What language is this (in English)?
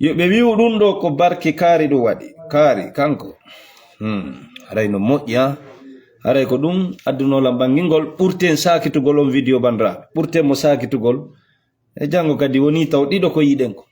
Fula